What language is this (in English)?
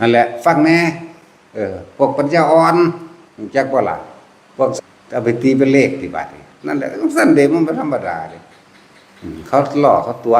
Northeastern Thai